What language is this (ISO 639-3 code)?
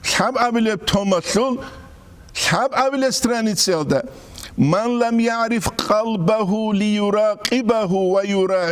ava